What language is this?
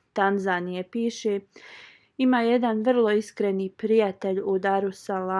Bosnian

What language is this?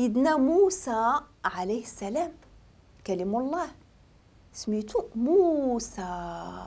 Moroccan Arabic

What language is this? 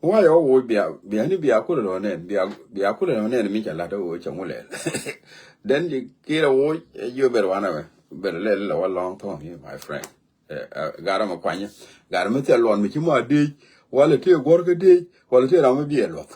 Nuer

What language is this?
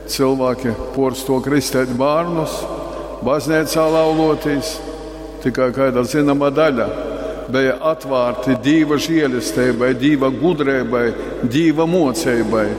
Latgalian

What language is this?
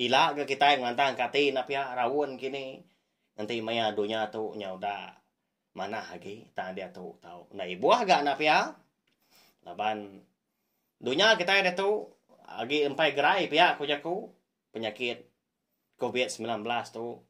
Iban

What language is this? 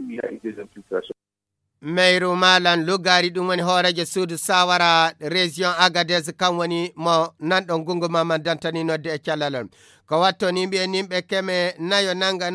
Fula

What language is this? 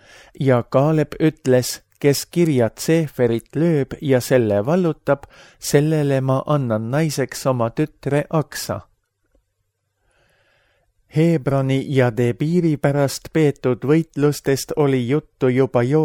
Estonian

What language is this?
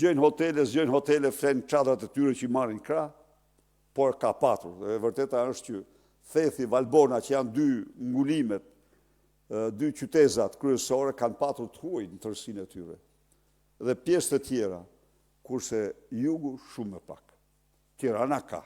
Albanian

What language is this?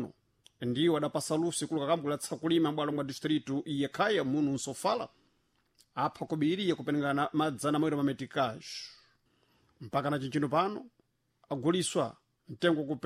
Sena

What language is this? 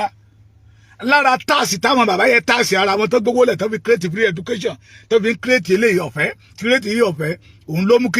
Yoruba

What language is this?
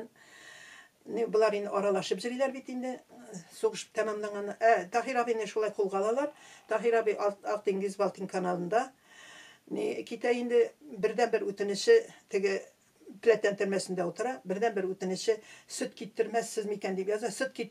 Tatar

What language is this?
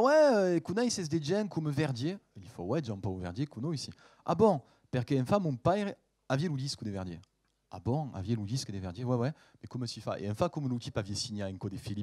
Occitan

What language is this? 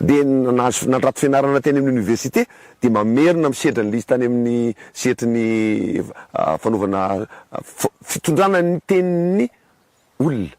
Malagasy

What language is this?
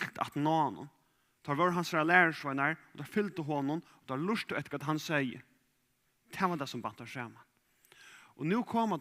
Faroese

